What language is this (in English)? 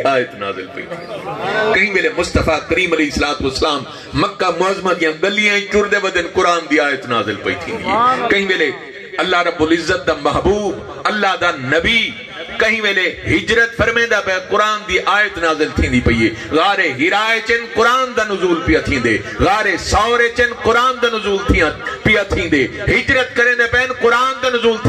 Saraiki